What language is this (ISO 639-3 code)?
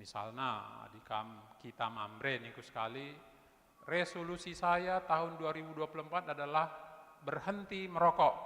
btx